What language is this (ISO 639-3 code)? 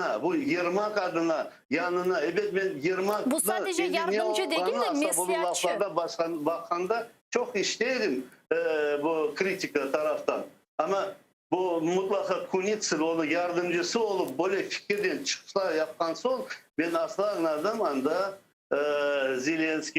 crh